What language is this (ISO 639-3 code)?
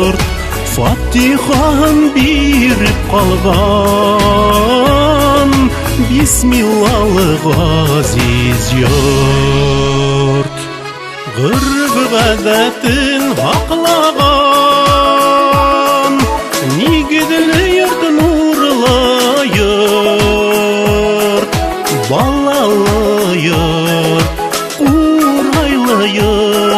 bak